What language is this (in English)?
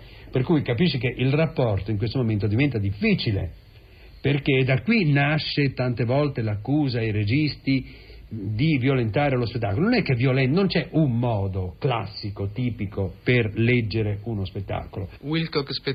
Italian